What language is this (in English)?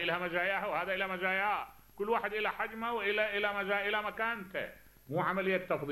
Mesopotamian Arabic